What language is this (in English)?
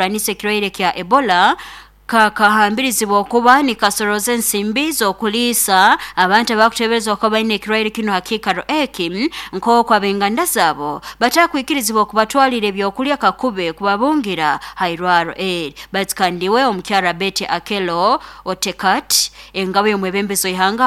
Nyankole